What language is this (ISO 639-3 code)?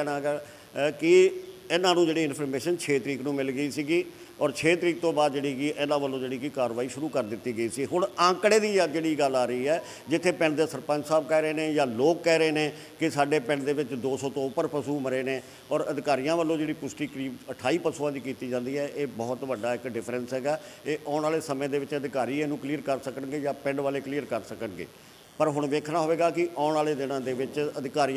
pan